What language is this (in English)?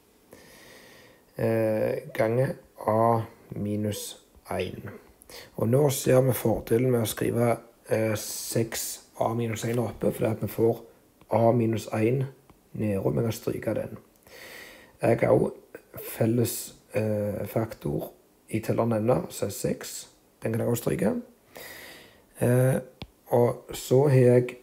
Norwegian